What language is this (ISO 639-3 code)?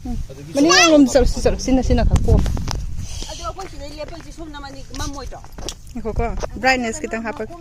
mni